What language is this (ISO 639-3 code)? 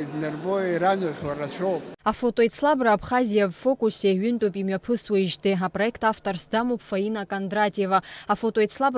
abk